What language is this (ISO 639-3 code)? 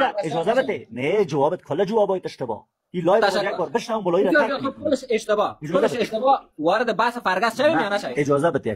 fas